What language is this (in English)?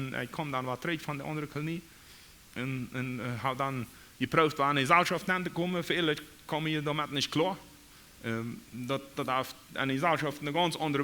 Plautdietsch